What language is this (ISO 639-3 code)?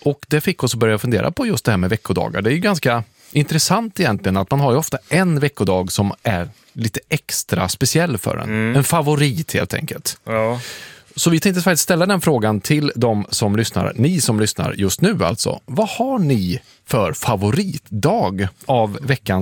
swe